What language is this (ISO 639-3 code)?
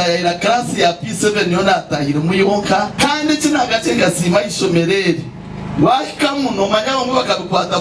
nyn